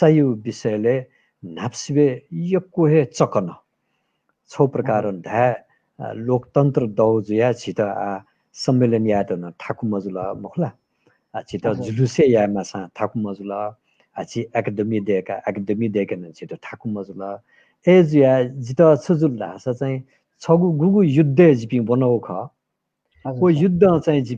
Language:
Newari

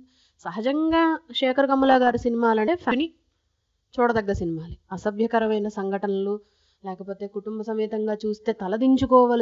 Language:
Telugu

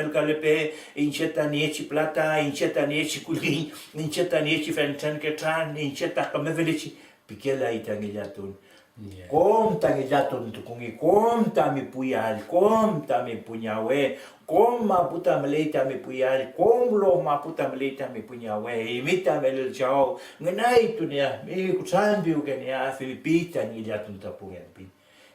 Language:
Mapuche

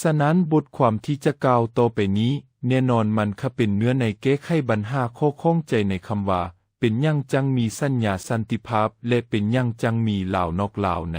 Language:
Lao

